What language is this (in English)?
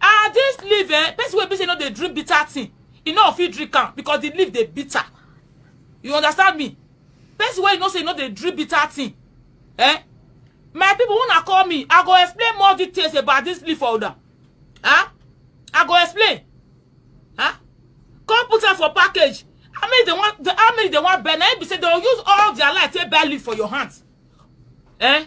Nigerian Pidgin